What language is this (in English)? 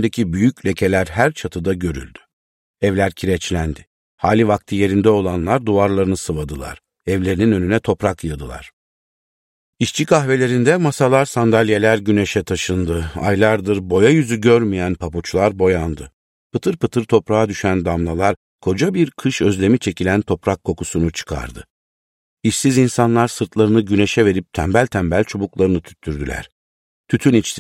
Turkish